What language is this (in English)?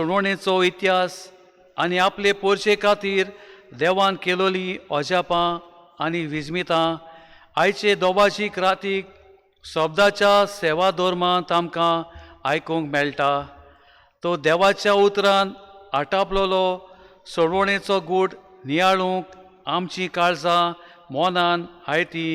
Konkani